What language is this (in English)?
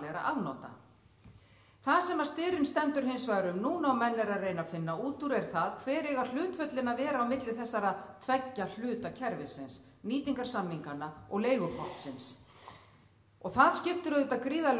Icelandic